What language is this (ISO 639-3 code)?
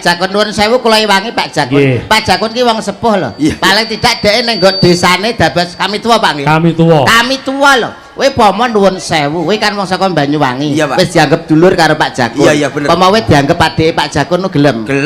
jav